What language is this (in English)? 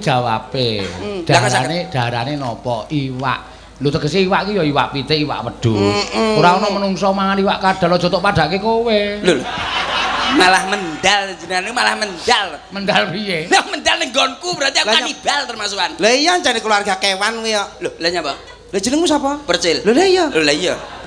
Javanese